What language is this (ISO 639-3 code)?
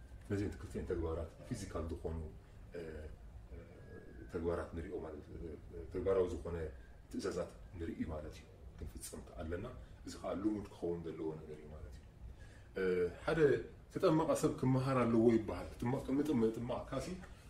tir